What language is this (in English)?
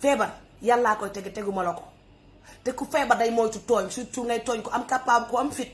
Wolof